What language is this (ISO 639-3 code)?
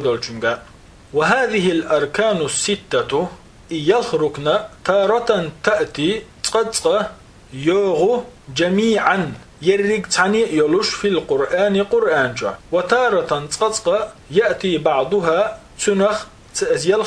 che